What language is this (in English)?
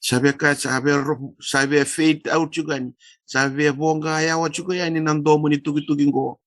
Fijian